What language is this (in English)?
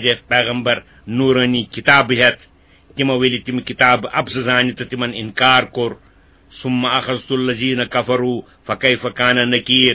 Kashmiri